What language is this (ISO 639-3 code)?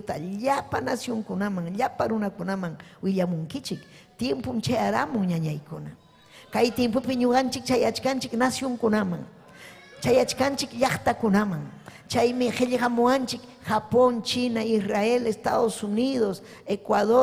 quy